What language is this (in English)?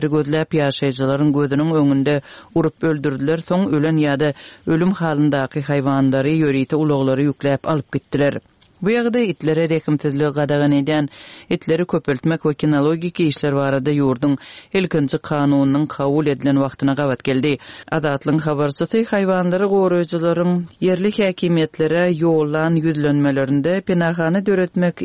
Turkmen